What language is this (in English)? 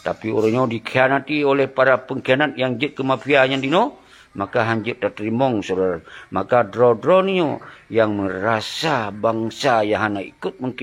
Achinese